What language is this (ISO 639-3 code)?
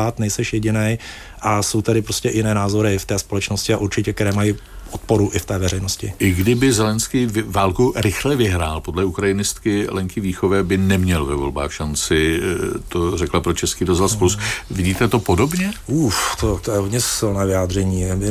ces